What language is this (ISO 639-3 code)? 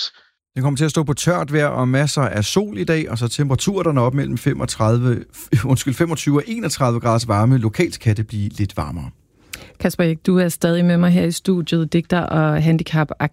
dan